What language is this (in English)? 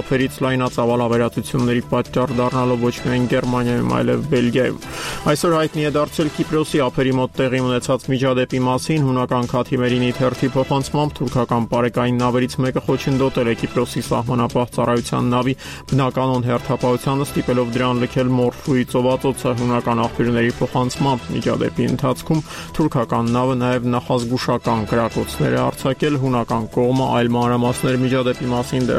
Armenian